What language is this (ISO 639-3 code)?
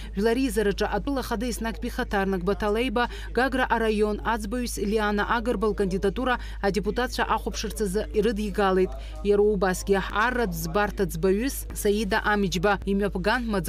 abk